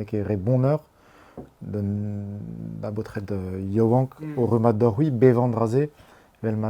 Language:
Breton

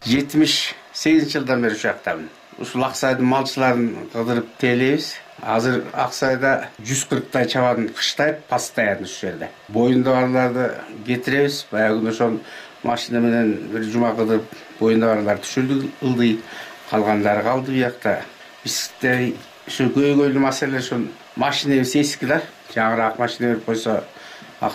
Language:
Kyrgyz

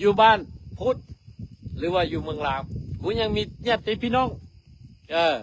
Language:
Lao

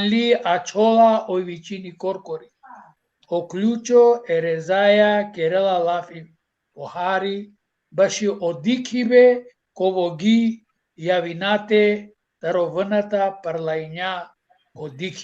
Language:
Balkan Romani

